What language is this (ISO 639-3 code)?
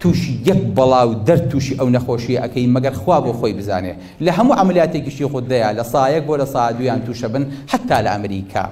ckb